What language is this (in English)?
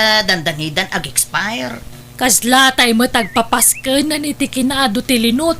Iloko